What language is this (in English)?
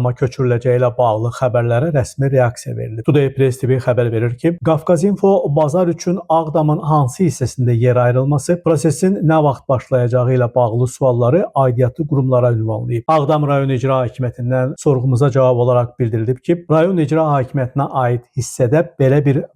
Azerbaijani